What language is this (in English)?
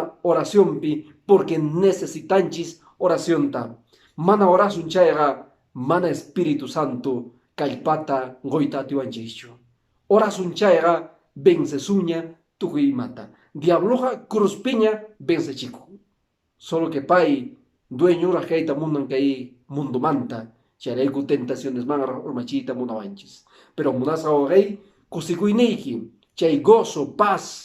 Quechua